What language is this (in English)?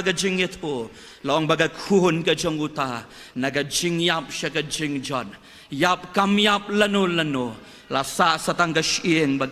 Khasi